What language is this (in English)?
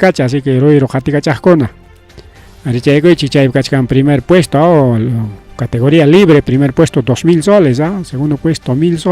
Ayacucho Quechua